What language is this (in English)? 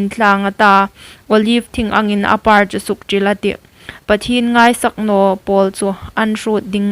Hmar